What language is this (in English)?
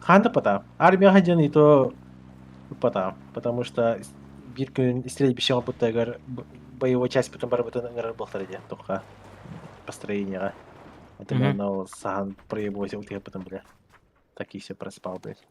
Yakut